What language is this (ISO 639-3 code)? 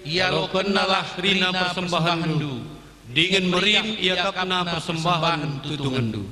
btx